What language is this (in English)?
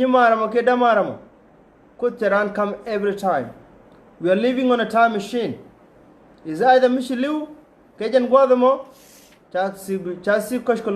Nuer